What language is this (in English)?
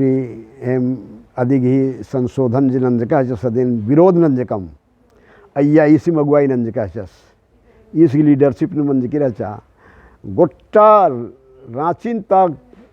Kurukh